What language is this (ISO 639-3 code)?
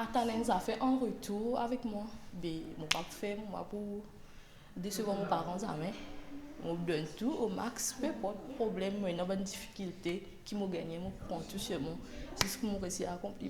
mfe